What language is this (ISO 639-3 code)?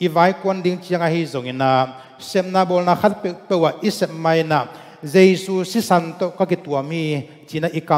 ctd